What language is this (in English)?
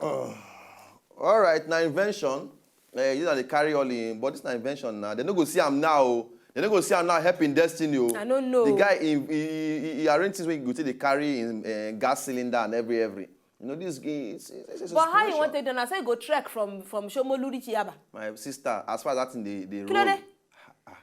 Nigerian Pidgin